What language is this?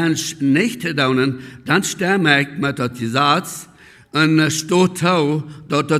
Plautdietsch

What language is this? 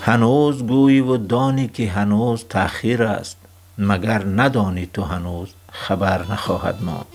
Tajik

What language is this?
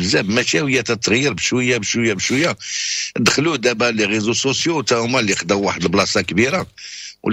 Moroccan Arabic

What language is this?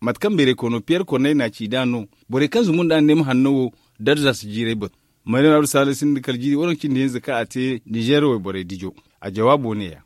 Zarma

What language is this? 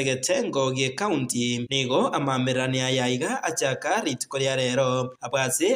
Gusii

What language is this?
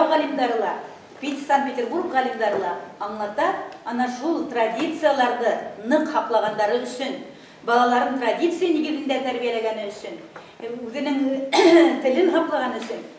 Bashkir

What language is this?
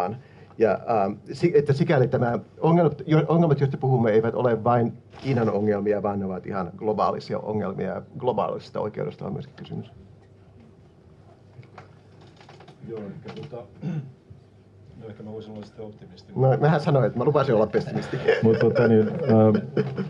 Finnish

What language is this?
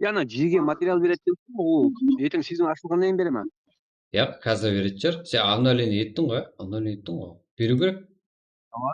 Kara-Kalpak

